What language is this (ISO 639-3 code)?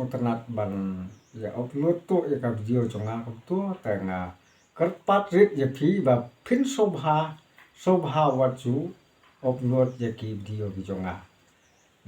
kha